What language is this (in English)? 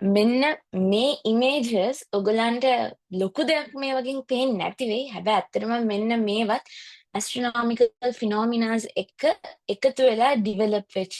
Sinhala